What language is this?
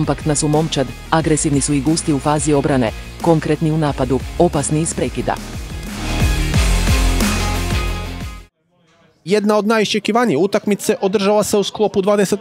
Croatian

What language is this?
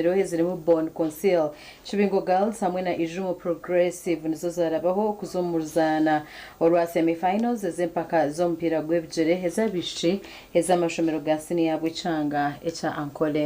Nyankole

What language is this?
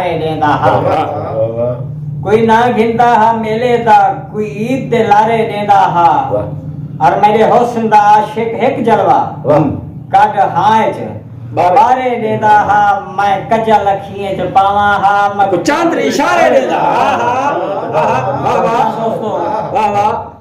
Saraiki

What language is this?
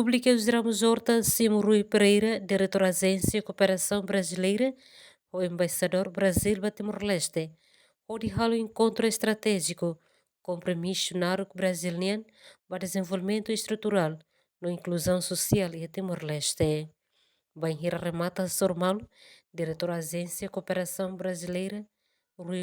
Tetum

